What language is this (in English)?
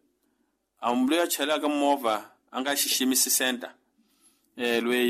Tsonga